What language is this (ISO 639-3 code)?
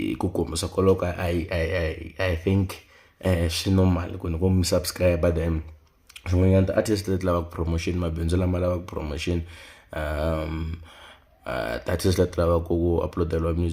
tso